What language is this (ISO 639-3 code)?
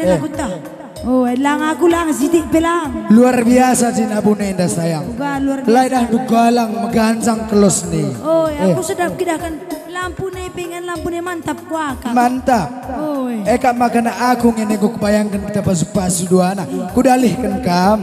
btx